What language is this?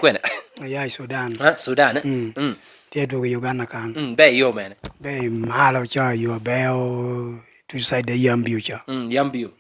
Lango (Uganda)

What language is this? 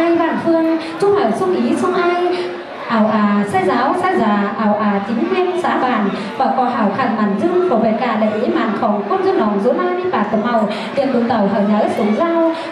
Vietnamese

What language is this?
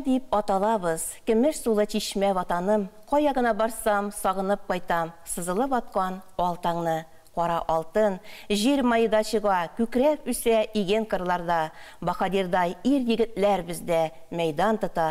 Tatar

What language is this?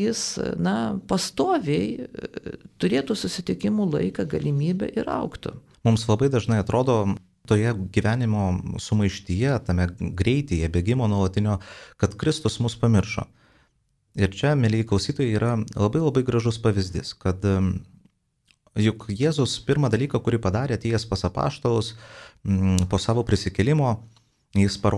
Lithuanian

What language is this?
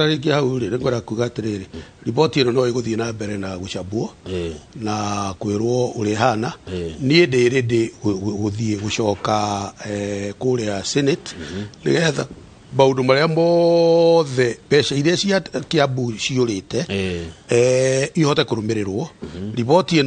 Kikuyu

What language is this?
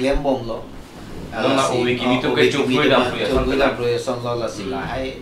Karbi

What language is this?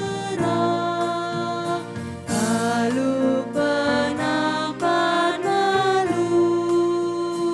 Batak Karo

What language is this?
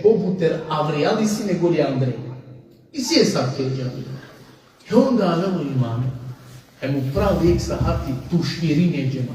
Balkan Romani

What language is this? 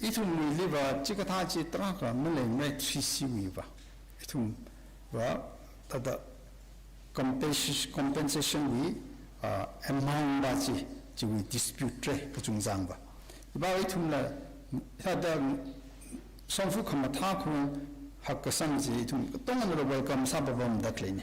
Tangkhul Naga (India)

